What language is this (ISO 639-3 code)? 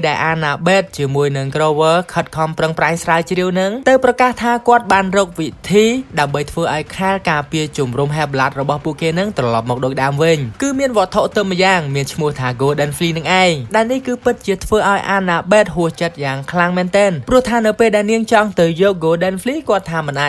khm